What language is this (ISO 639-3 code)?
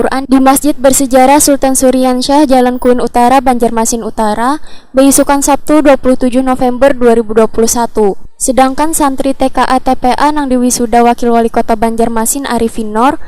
bjn